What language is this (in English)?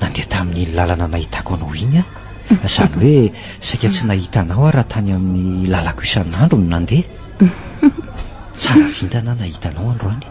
Malagasy